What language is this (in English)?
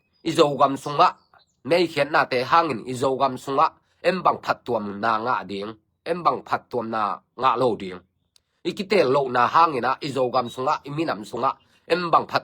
Tedim Chin